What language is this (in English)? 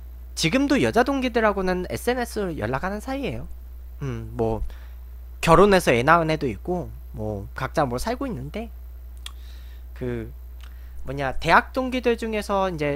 Korean